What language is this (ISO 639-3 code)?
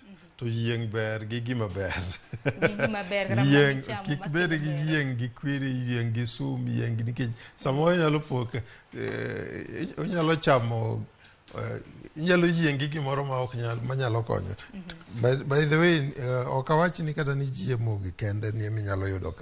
luo